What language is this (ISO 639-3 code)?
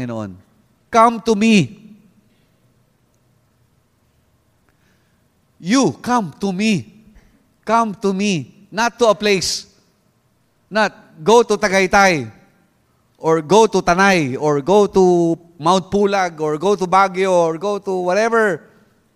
fil